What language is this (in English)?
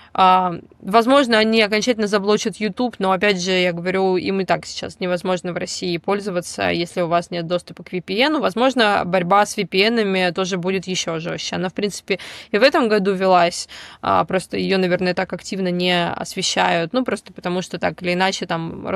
Russian